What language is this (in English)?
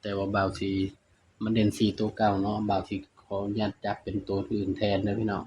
Northeastern Thai